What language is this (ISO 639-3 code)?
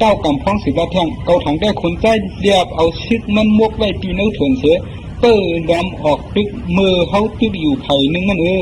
shn